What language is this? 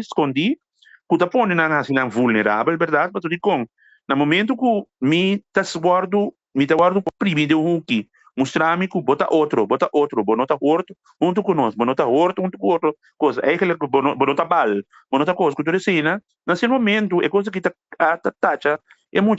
Papiamento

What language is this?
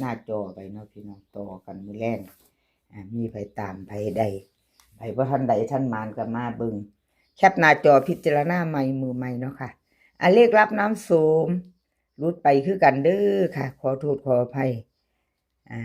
Northeastern Thai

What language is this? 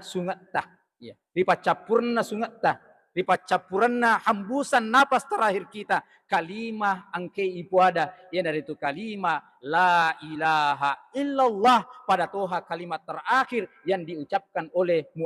Buginese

